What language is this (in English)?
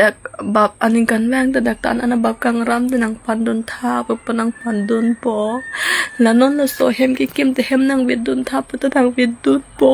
Karbi